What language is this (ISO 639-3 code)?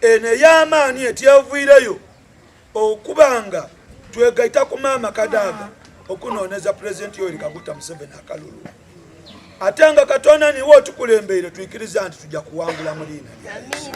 xog